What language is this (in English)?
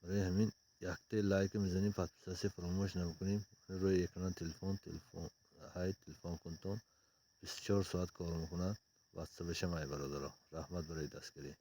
Tajik